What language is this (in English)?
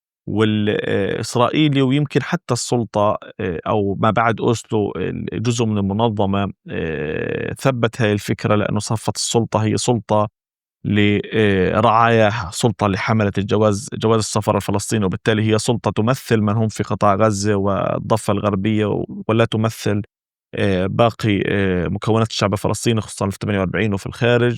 North Levantine Arabic